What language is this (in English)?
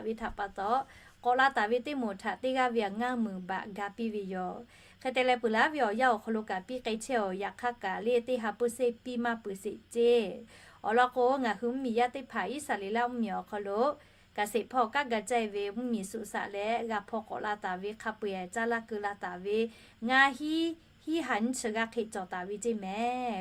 Lahu